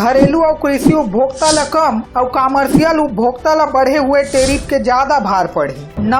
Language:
Chhattisgarhi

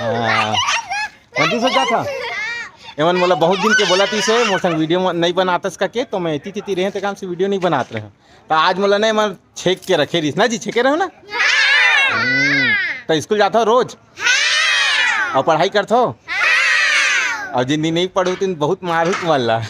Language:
Chhattisgarhi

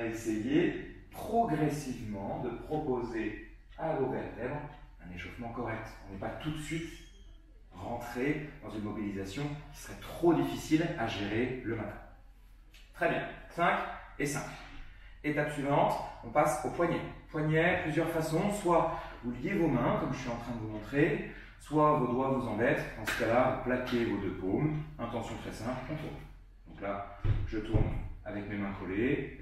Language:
French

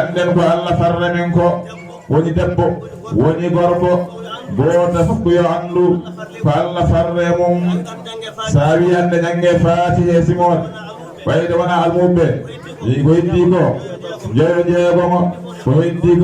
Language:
Fula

